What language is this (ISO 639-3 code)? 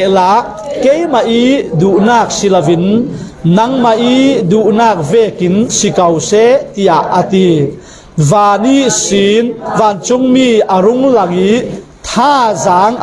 cfm